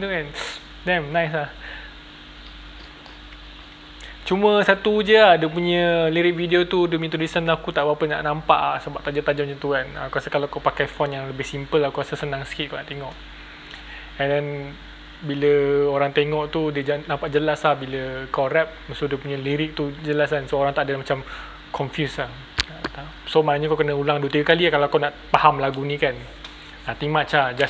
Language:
Malay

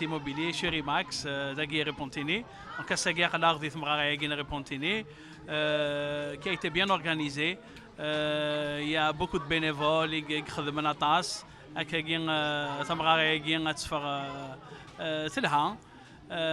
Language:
Kabyle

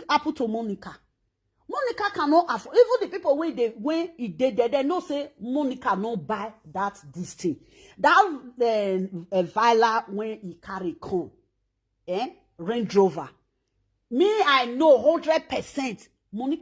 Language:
Nigerian Pidgin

